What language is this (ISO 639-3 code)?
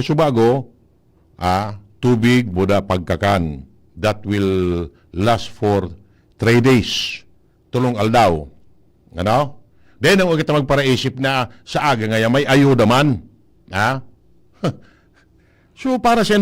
bik